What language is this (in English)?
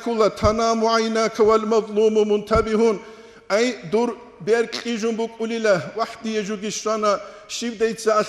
Avaric